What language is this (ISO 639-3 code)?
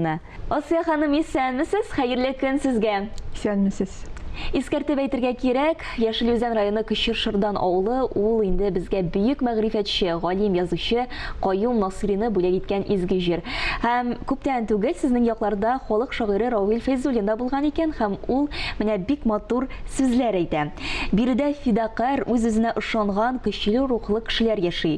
tat